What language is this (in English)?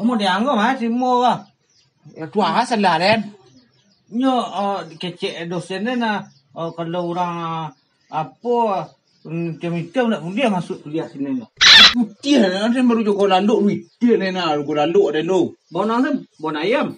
Minangkabau